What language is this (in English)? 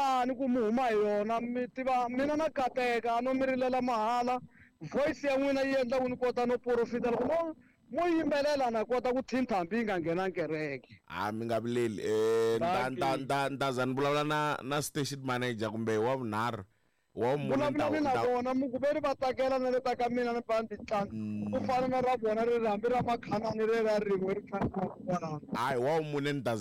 Tsonga